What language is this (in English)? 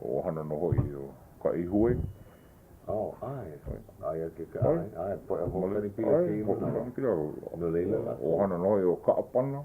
Hawaiian